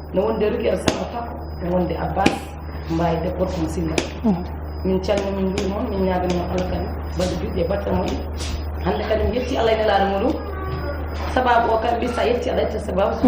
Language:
Fula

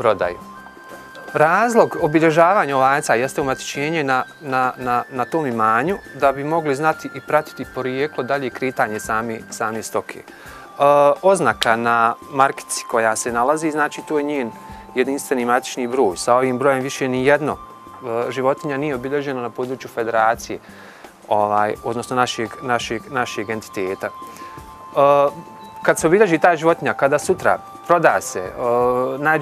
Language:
Bosnian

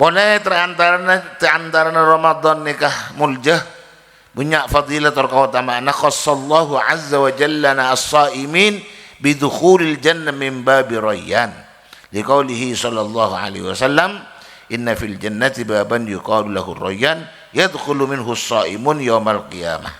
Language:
Madurese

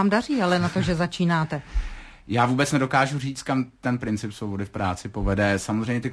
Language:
Czech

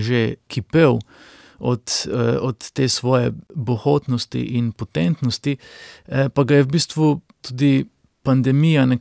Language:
Slovenian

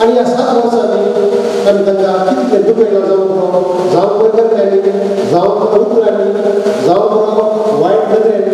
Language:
Konkani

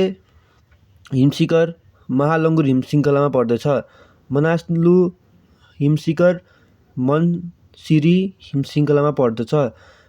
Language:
Nepali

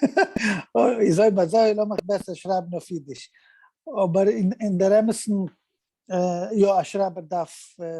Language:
Yiddish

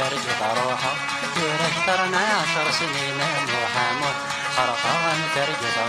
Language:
Kabyle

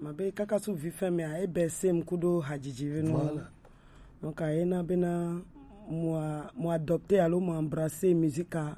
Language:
Gen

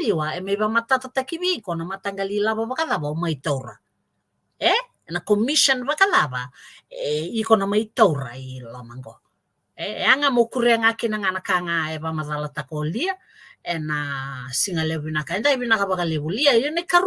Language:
Fijian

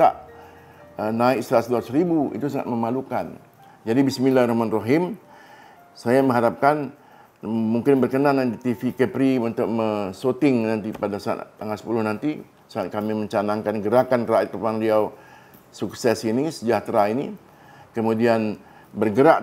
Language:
Indonesian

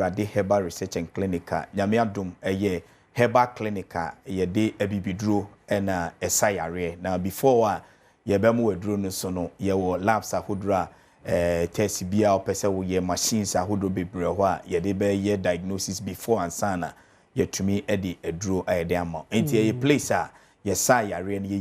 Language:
Akan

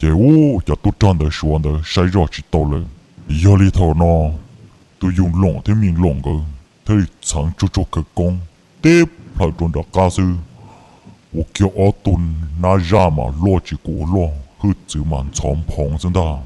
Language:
Hmong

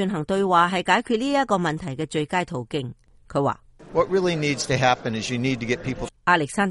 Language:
Cantonese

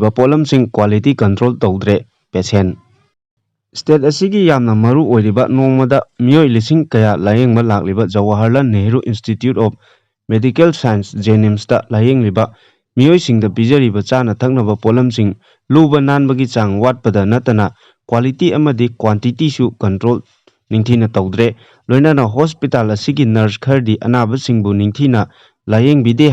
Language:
Manipuri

